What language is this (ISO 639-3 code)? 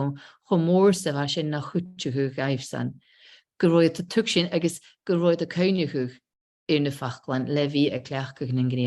gla